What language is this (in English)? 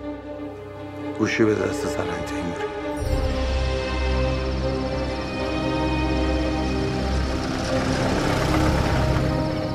Persian